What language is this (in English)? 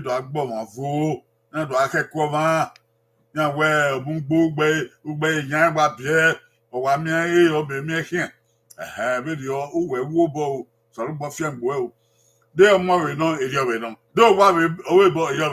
Bini